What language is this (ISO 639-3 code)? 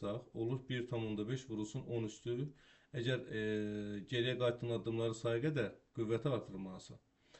aze